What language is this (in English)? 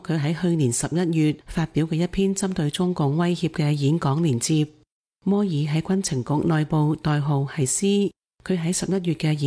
Cantonese